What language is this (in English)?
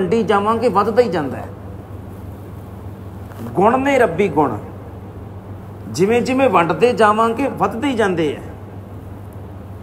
Punjabi